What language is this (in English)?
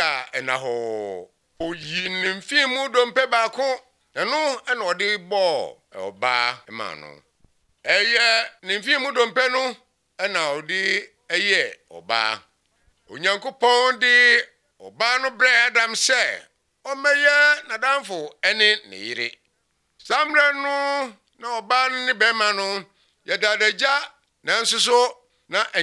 Serbian